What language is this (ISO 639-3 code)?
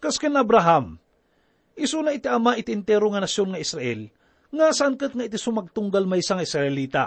ilo